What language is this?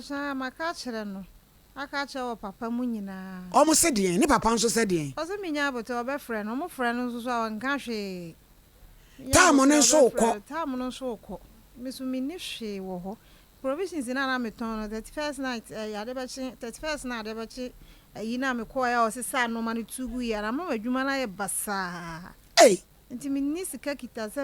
Akan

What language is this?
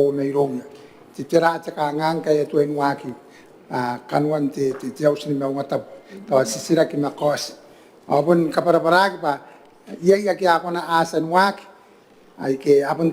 Gilbertese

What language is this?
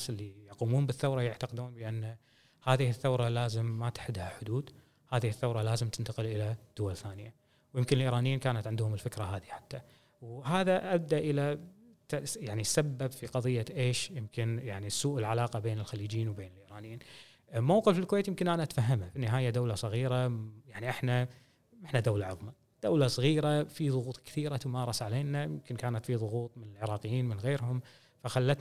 Gulf Arabic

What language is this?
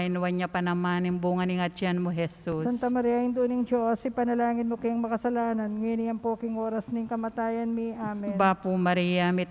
Pampanga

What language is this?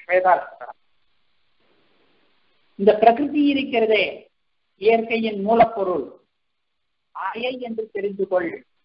Tamil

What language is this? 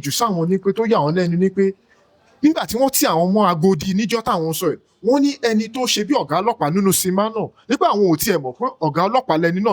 Yoruba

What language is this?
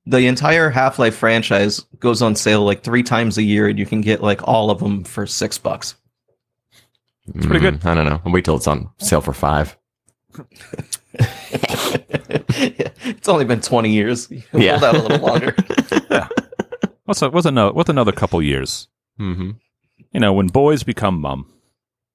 English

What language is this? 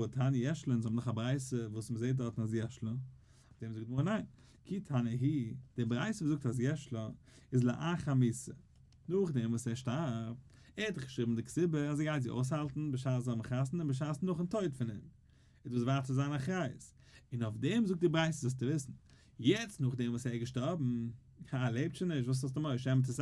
Yiddish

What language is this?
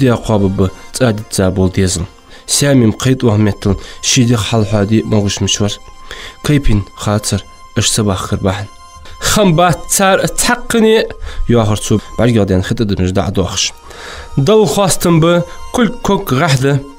Ingush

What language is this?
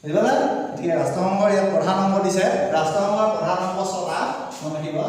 Assamese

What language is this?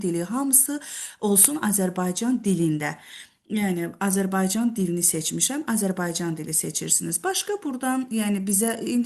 Azerbaijani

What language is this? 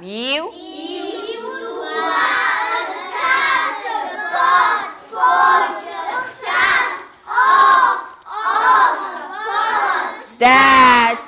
Ossetic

